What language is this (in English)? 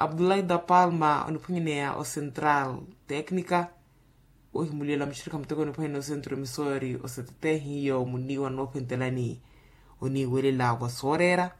Makhuwa